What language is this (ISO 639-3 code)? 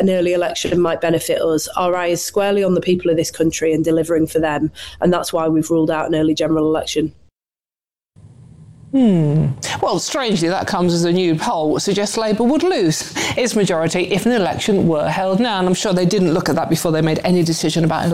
eng